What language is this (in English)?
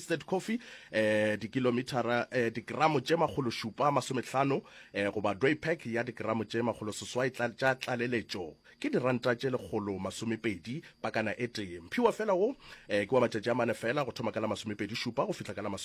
Northern Sotho